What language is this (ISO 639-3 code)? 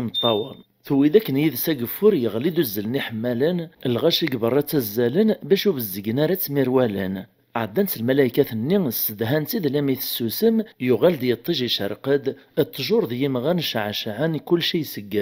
kab